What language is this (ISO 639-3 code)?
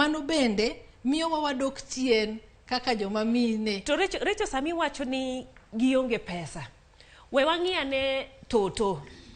luo